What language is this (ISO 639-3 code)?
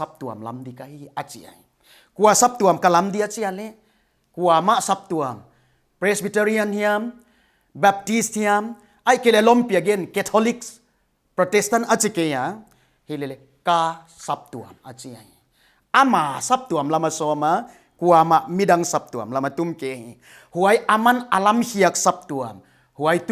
pck